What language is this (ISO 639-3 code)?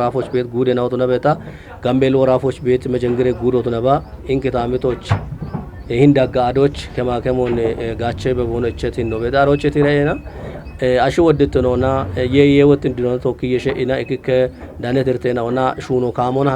kbr